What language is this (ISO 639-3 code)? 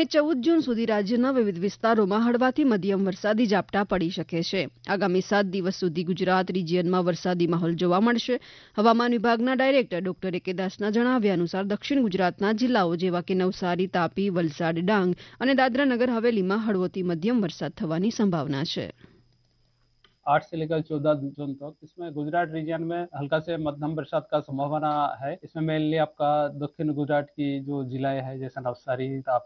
guj